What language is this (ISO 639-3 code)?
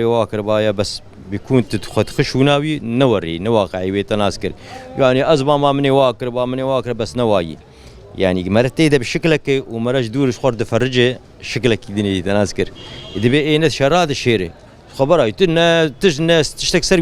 kur